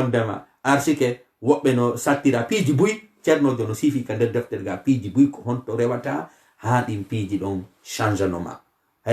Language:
Fula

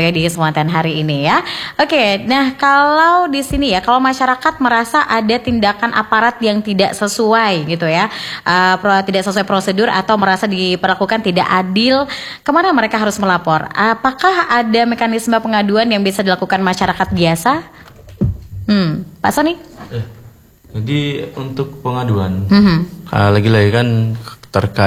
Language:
Indonesian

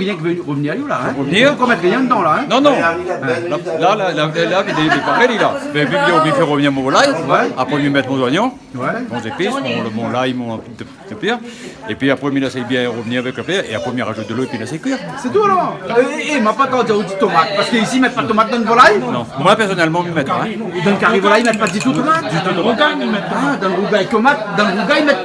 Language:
Réunion Creole French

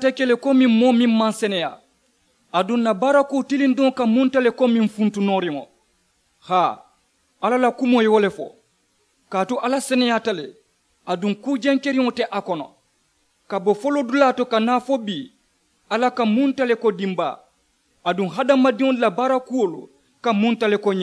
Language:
Mandingo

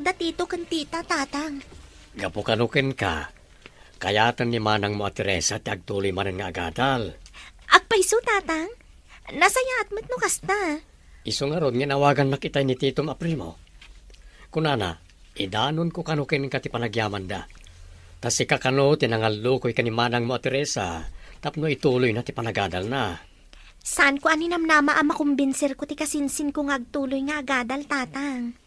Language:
Iloko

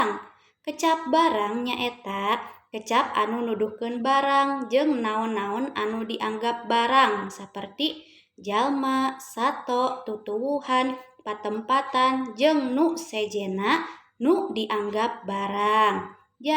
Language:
Sundanese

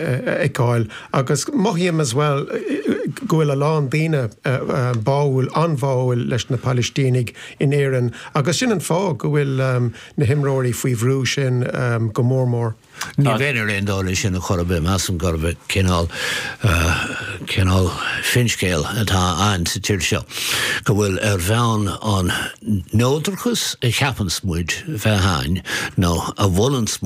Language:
Irish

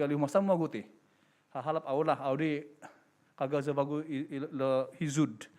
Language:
Central Dusun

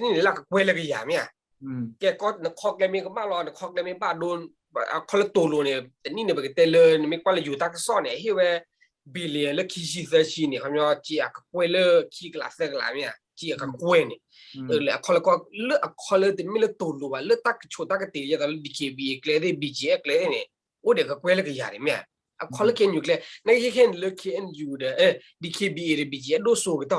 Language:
S'gaw Karen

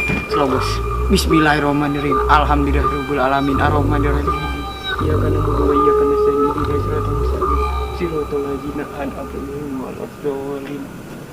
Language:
Betawi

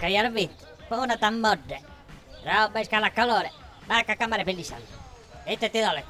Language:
Sardinian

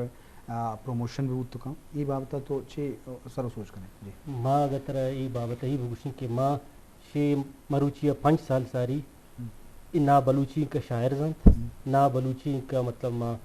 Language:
Eastern Balochi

